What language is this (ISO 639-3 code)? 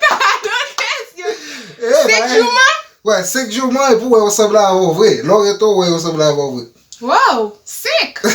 hat